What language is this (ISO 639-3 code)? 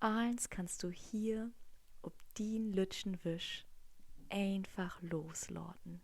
nds